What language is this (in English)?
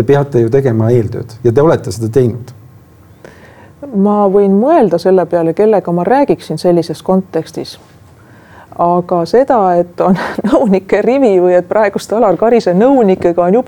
Estonian